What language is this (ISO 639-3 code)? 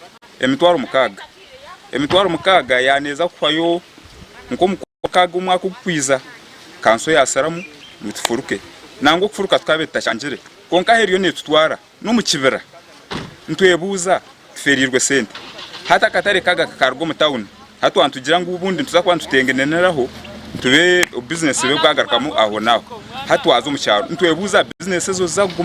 nyn